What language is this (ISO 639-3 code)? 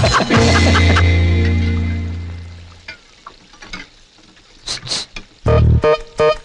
mal